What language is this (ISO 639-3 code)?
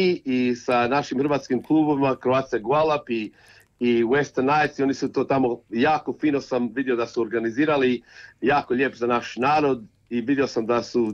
hrv